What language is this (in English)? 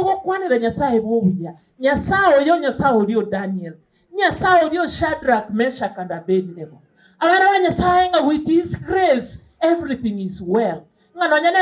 Gusii